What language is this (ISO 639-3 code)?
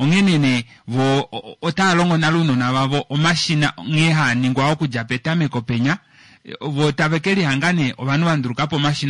kua